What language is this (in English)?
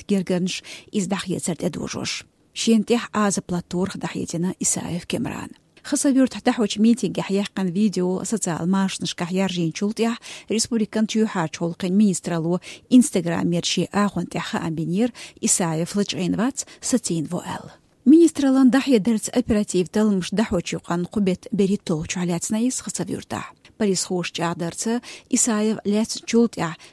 Chechen